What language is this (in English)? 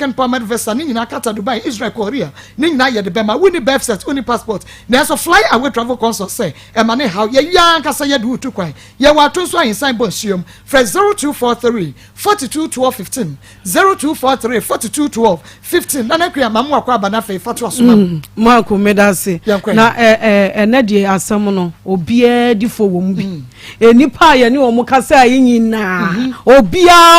Akan